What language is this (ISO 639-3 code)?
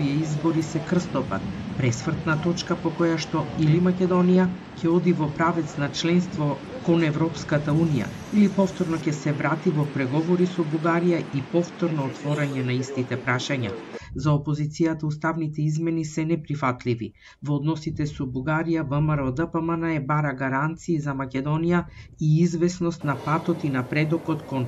mkd